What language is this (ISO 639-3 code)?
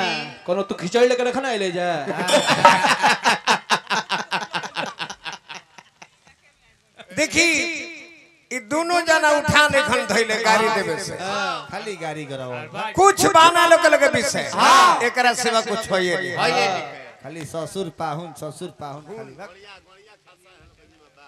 bho